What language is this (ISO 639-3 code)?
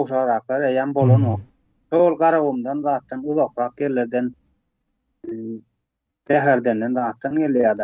tuk